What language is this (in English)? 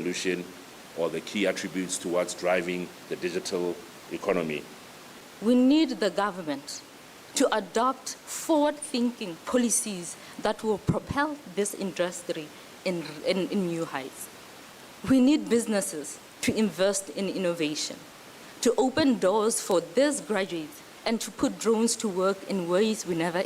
Tswana